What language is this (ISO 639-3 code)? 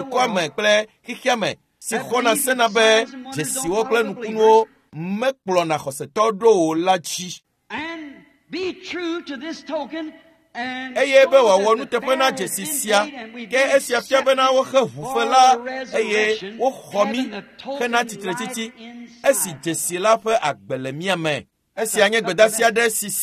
ewe